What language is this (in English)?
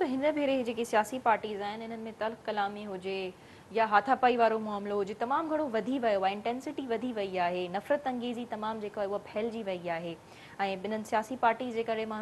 Sindhi